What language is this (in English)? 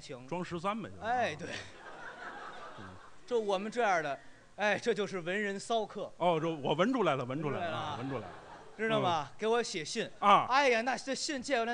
Chinese